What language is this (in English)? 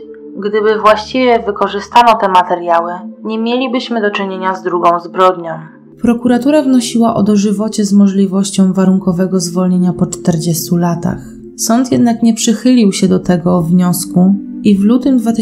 Polish